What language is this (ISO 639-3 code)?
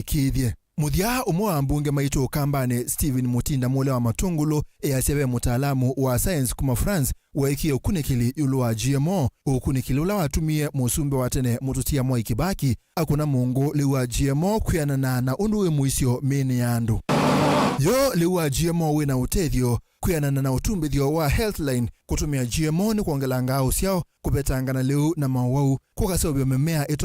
kam